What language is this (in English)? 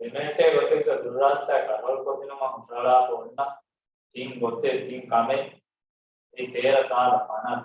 Divehi